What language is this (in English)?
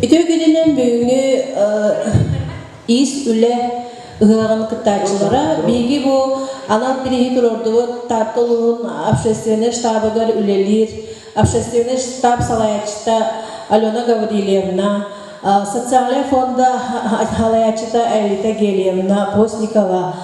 Yakut